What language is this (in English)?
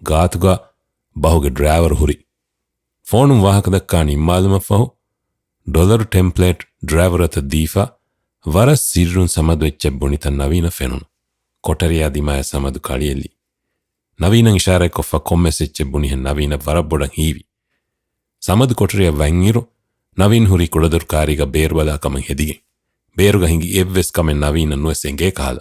Divehi